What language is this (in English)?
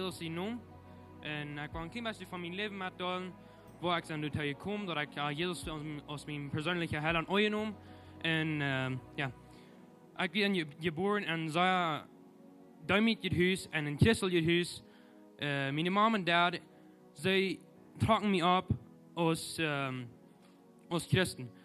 Plautdietsch